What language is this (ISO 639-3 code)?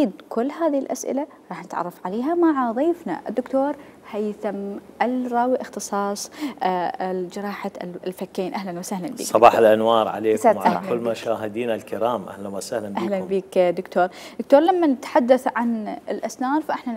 acm